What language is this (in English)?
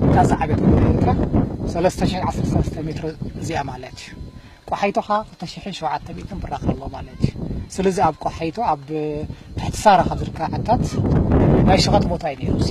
Tigrinya